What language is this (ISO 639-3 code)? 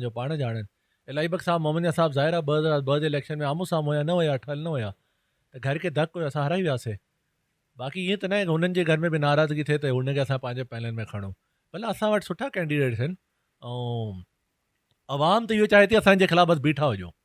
snd